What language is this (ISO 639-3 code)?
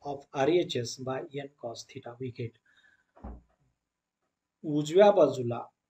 mar